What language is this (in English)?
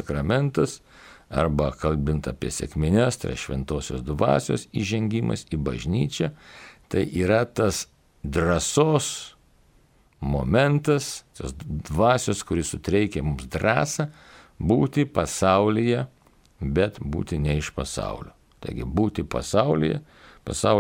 Lithuanian